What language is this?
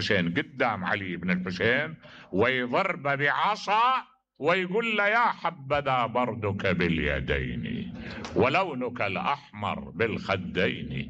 Mesopotamian Arabic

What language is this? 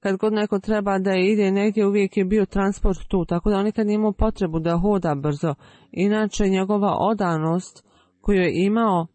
Bosnian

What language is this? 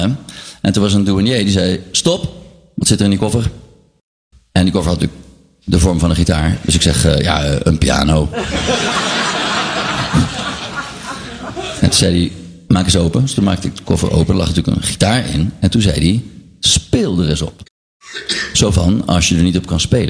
Dutch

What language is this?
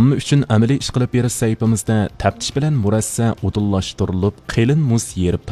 Uyghur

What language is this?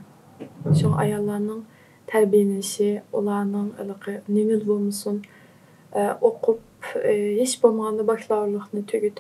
Uyghur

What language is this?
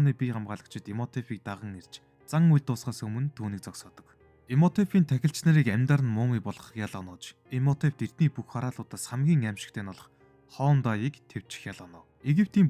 Mongolian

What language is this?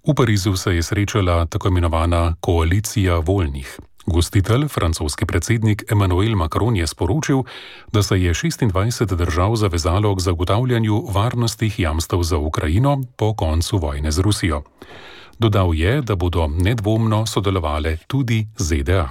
Slovenian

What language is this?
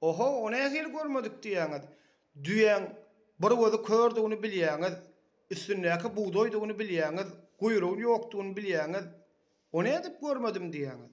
Turkmen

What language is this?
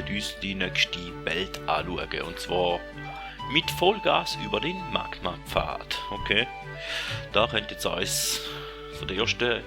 Swiss German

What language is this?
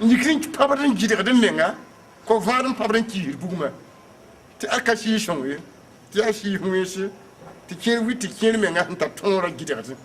Mossi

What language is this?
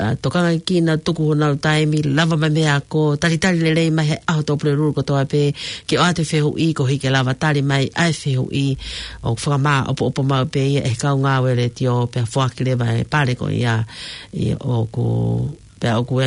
Tongan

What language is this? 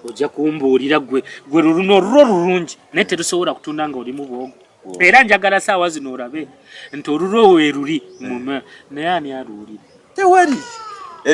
Nyankole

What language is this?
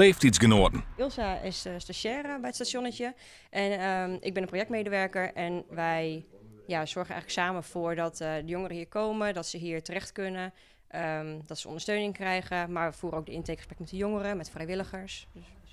Western Frisian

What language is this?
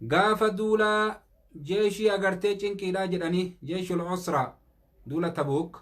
Oromo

